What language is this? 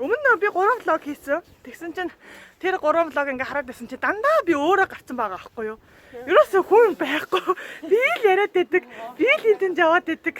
Mongolian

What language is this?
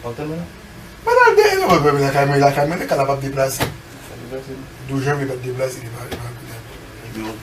Haitian Creole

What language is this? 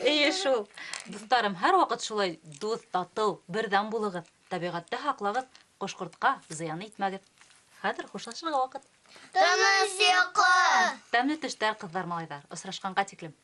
Bashkir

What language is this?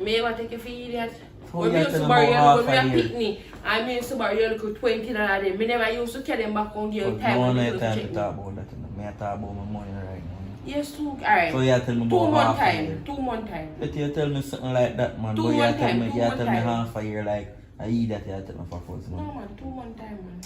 Jamaican Creole English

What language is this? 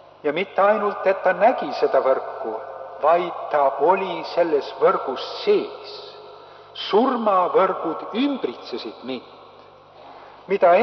Estonian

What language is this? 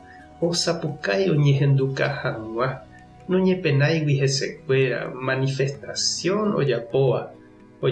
Guarani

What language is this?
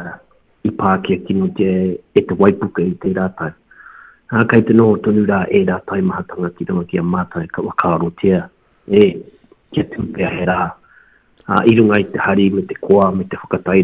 Māori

